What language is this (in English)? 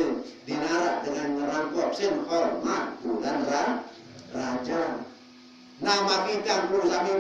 Sasak